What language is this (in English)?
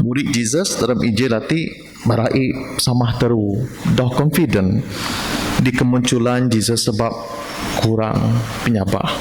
Biatah Bidayuh